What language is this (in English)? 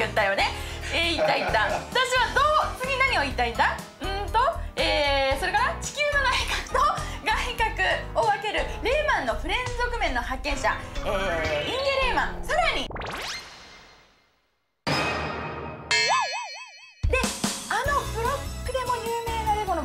Japanese